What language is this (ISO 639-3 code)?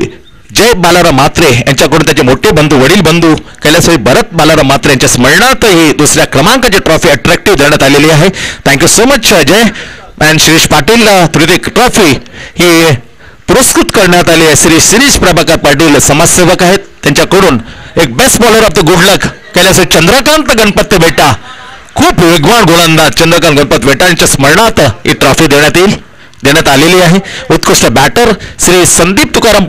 mar